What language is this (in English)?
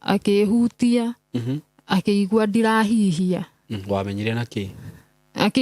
Kikuyu